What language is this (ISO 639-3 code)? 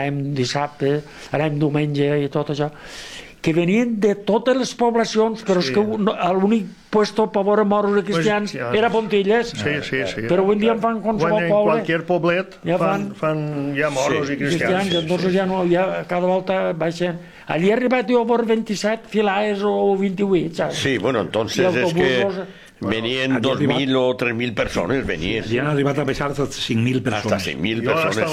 cat